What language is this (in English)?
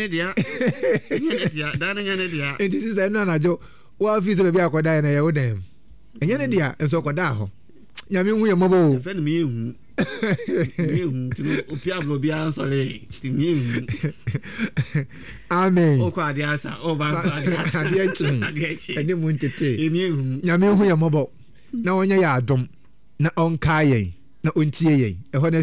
Akan